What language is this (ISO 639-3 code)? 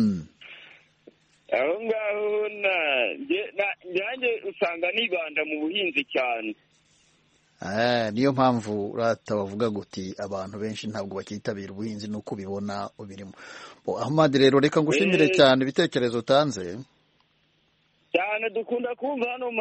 kin